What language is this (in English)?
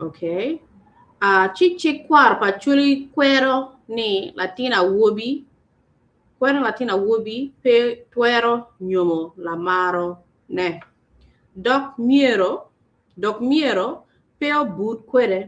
Acoli